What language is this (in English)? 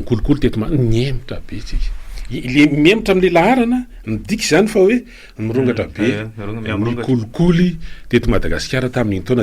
Malagasy